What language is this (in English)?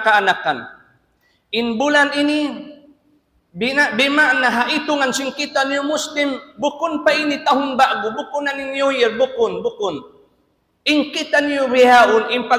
Tausug